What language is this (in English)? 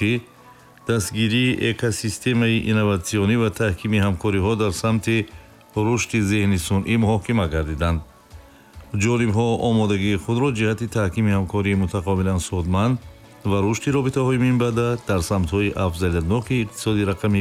Tajik